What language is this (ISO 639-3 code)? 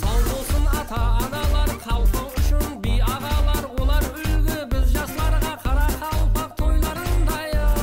kaa